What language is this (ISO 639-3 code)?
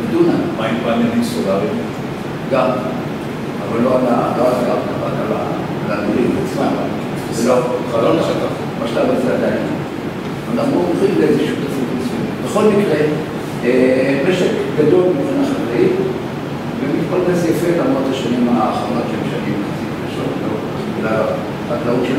heb